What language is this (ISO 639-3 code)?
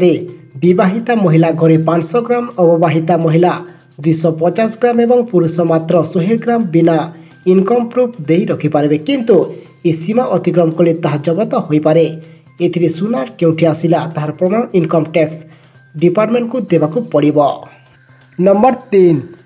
ori